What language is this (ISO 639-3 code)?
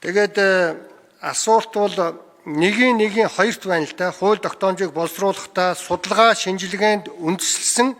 mon